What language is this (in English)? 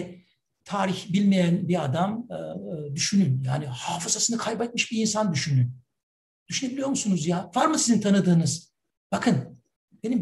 Turkish